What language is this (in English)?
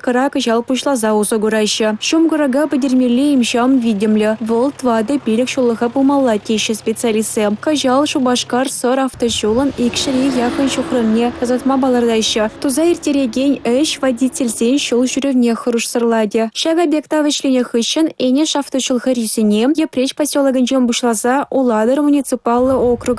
Chuvash